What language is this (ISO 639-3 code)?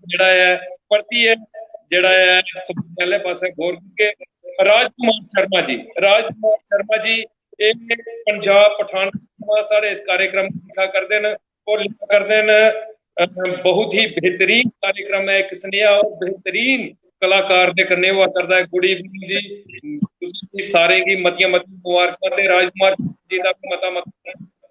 doi